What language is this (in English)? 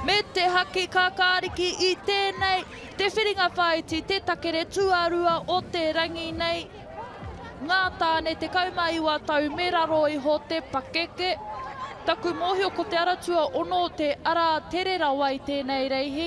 Māori